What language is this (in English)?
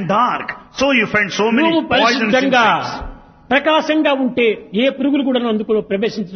Telugu